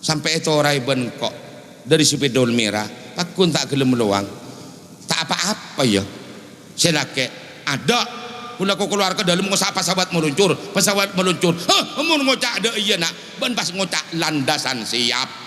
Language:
Madurese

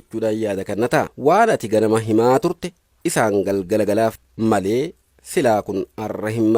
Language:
Oromo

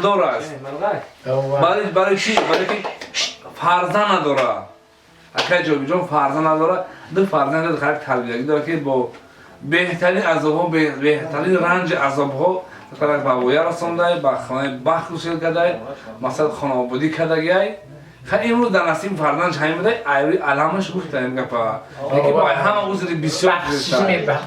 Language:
Tajik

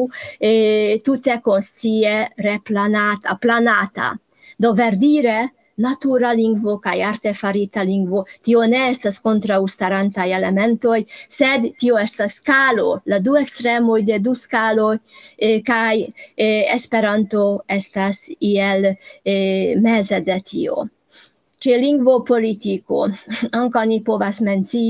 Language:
Esperanto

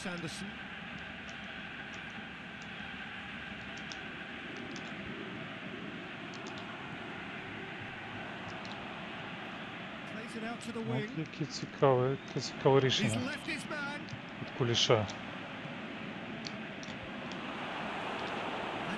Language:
Ukrainian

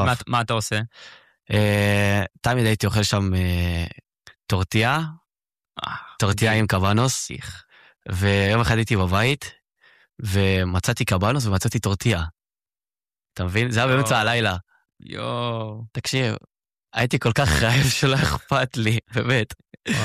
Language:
Hebrew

